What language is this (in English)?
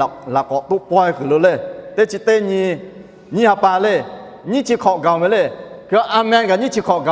Lahu